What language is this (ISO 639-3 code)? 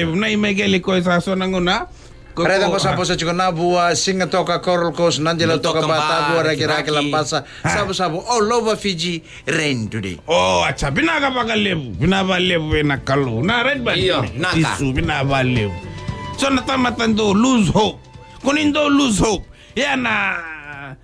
fij